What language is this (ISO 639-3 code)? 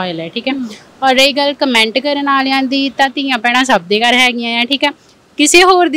pan